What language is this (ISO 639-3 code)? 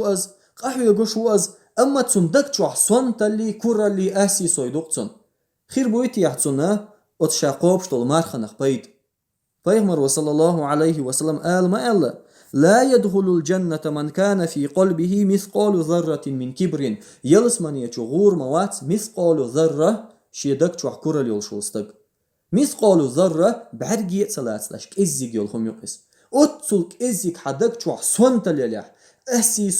che